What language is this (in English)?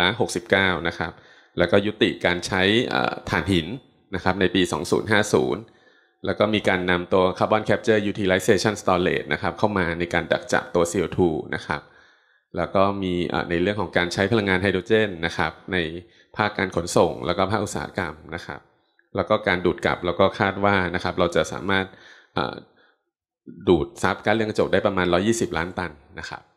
Thai